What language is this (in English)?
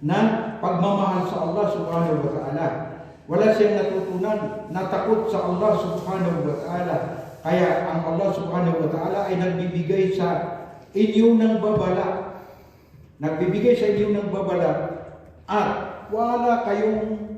Maranao